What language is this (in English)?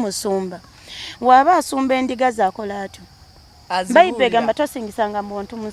Ganda